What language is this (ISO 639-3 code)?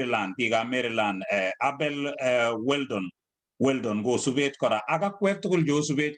kln